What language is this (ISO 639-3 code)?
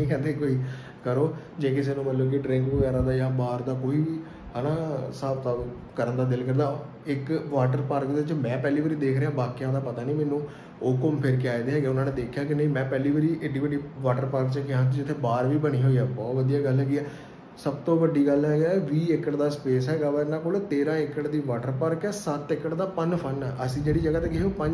pan